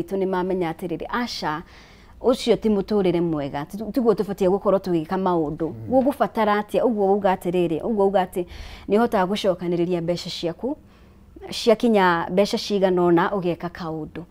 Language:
Kikuyu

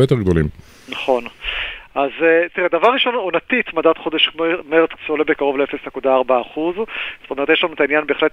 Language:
Hebrew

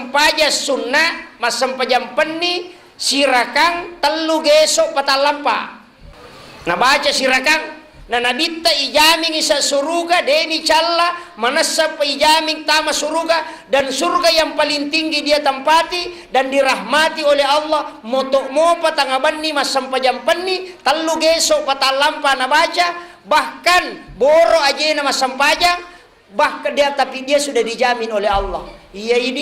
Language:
Buginese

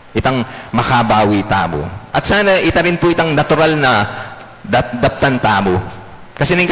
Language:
Pampanga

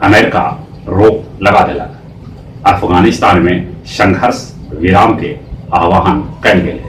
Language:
Magahi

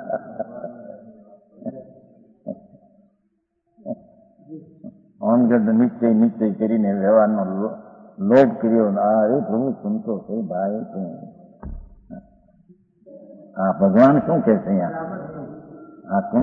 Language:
Gujarati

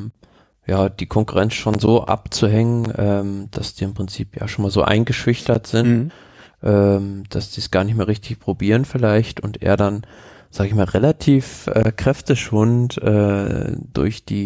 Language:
German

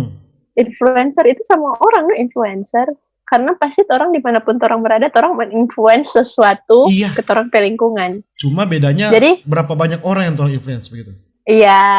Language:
Manado Malay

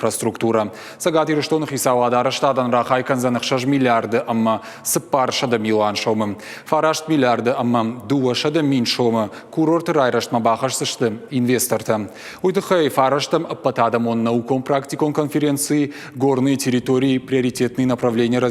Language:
Ossetic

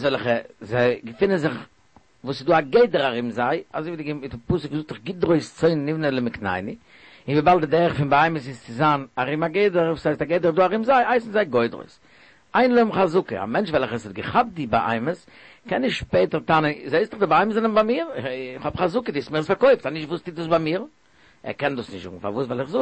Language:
Yiddish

